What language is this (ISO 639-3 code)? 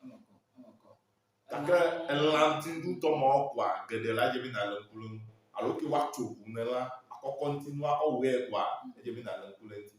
ewe